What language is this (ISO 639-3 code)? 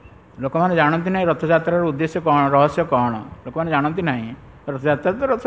ori